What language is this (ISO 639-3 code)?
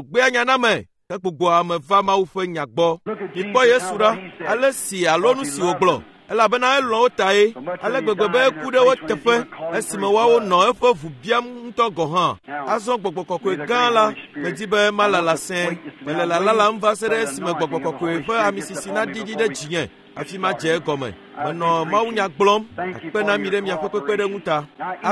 ewe